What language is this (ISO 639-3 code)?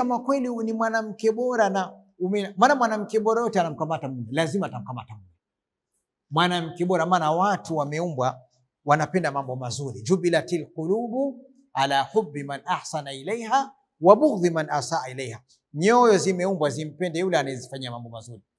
swa